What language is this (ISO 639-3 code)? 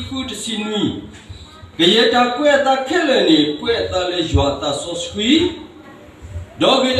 ksw